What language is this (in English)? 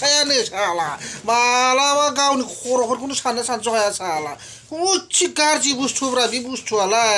Bodo